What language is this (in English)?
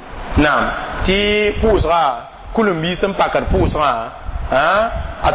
Mossi